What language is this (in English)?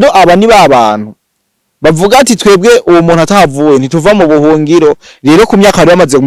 Rundi